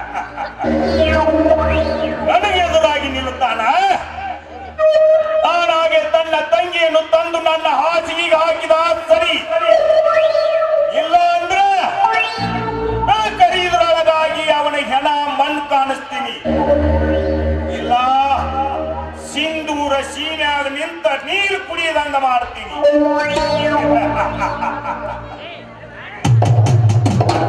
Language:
Kannada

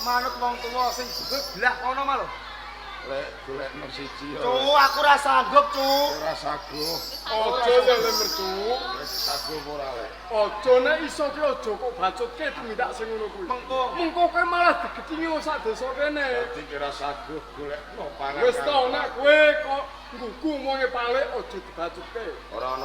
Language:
Javanese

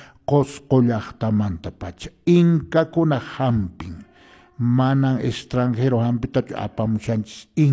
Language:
Quechua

